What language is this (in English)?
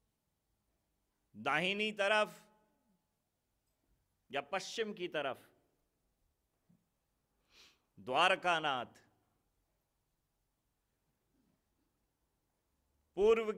Hindi